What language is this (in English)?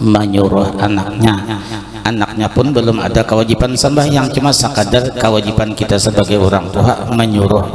Banjar